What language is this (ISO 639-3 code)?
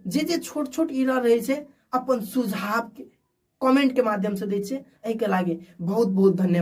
mai